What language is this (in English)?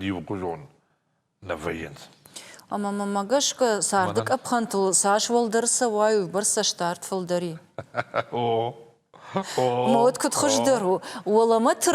Ossetic